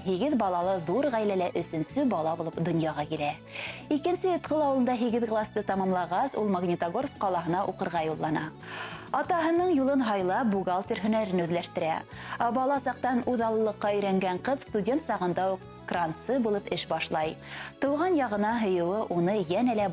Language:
Bashkir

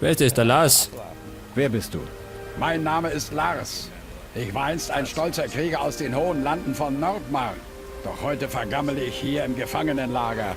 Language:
Bavarian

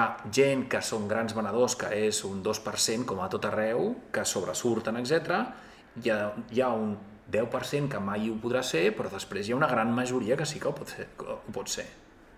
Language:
Catalan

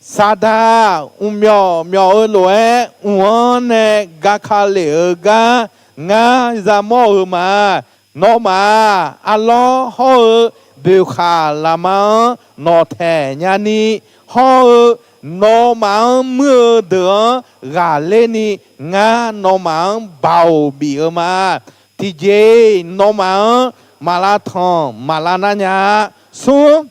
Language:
Akha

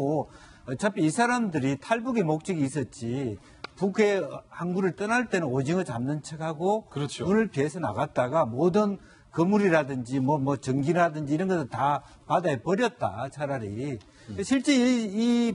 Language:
Korean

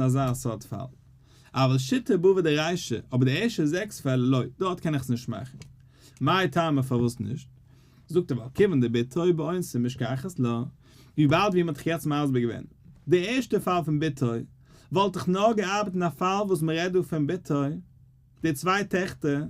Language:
Yiddish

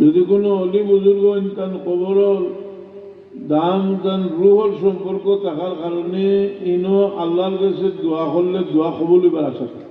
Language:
Sylheti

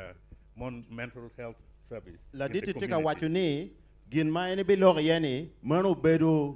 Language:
Acoli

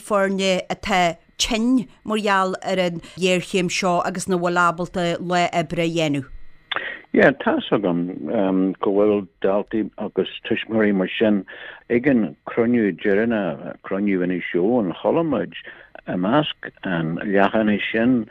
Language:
Irish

